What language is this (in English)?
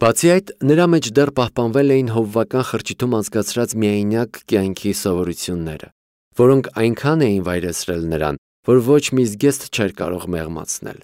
Armenian